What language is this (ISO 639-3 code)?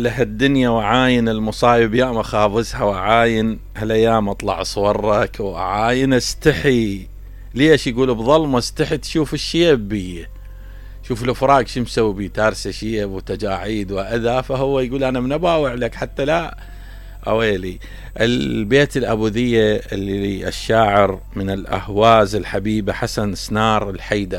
acm